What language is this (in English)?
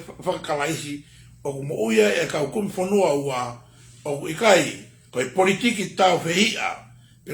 Tongan